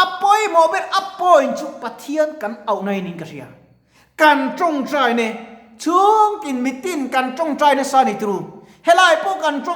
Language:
Mizo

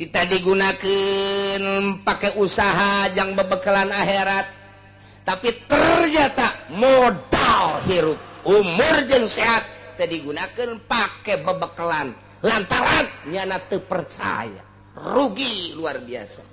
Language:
Sundanese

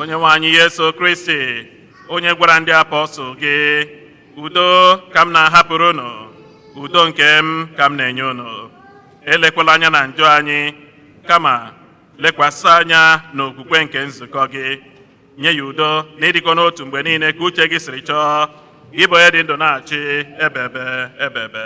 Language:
Igbo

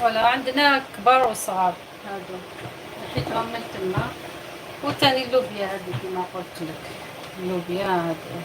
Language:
Algerian Arabic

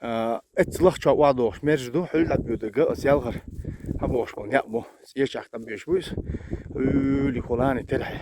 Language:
Chechen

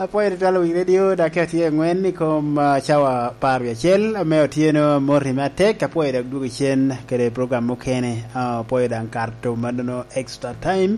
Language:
Lango (Uganda)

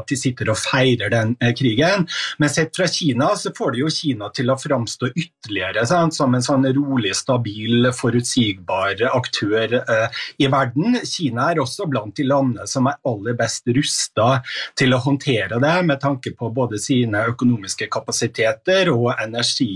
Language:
Norwegian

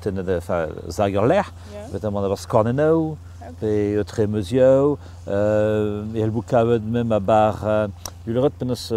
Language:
Breton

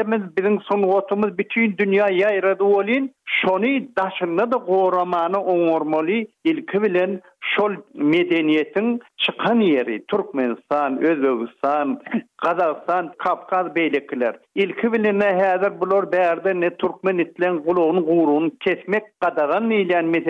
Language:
Turkmen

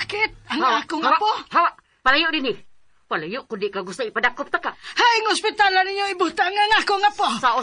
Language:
Cebuano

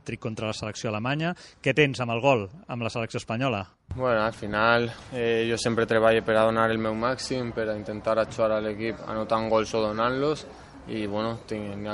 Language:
Catalan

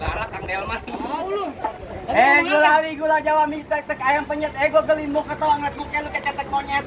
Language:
Betawi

